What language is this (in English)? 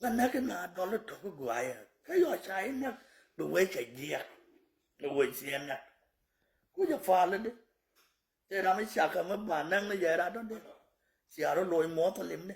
Nuer